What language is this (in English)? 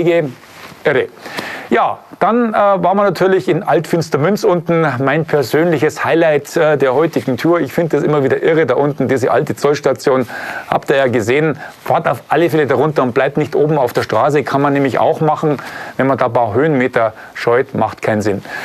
German